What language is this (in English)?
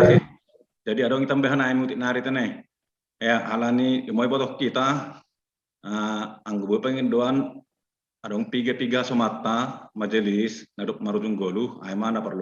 Batak Simalungun